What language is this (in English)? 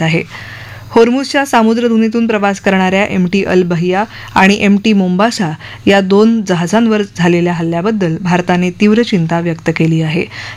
Marathi